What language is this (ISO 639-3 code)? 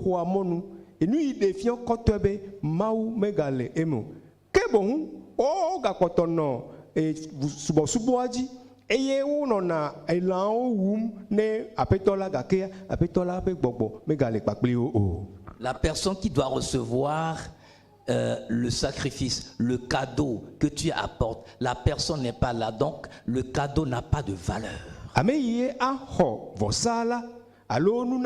ewe